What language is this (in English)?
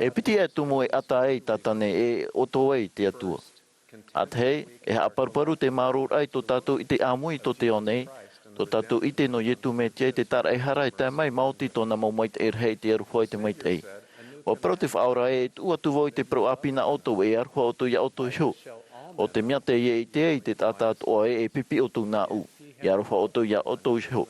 Tahitian